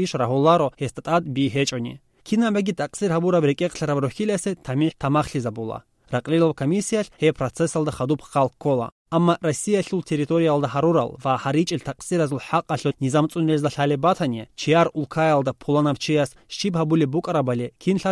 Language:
Avaric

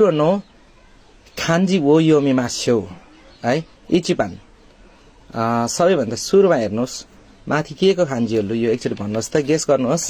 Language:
Nepali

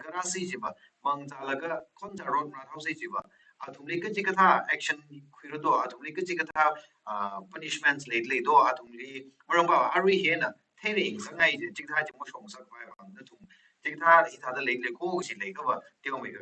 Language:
Tangkhul Naga (India)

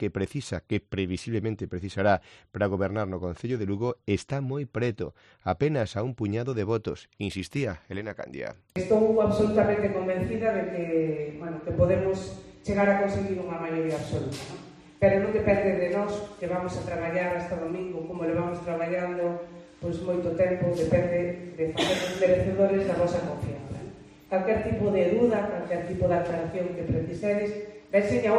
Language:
Galician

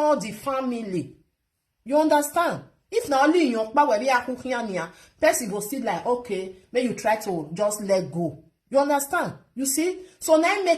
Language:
Nigerian Pidgin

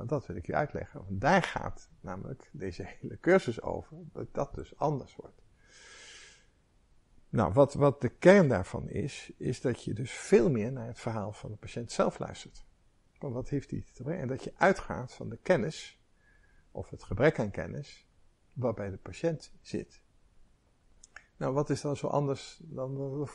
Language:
Dutch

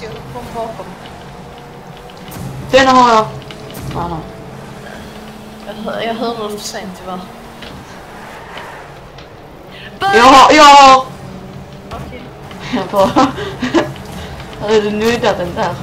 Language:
Swedish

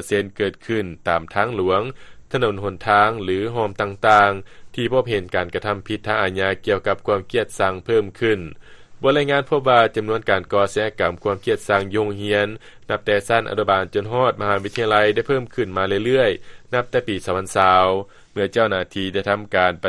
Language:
Lao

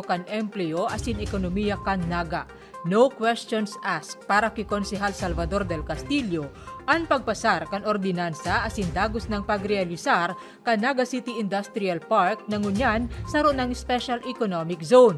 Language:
Bikol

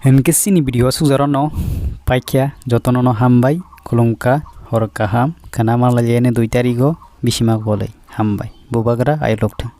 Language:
Kok Borok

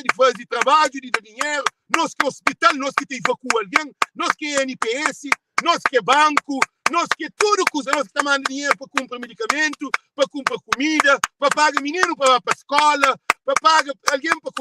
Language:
Kabuverdianu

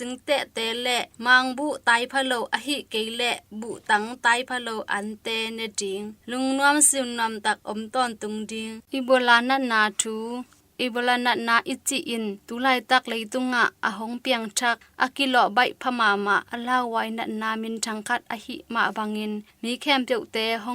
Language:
Tedim Chin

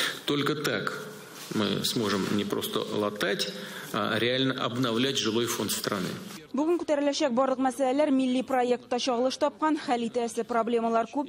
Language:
Tatar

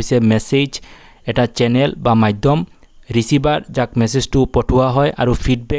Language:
Assamese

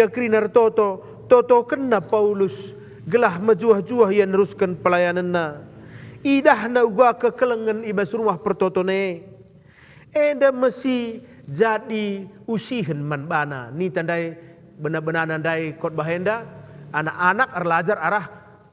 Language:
Batak Karo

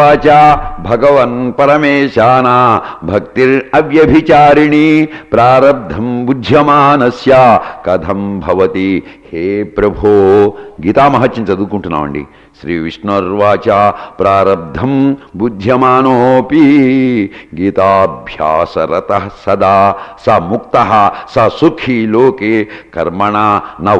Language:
Telugu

